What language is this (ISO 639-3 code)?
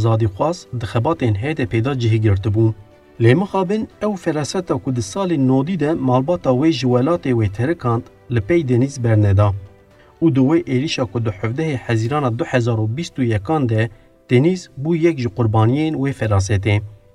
kur